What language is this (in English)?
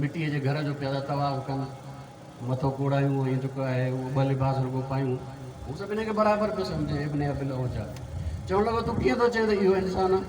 Sindhi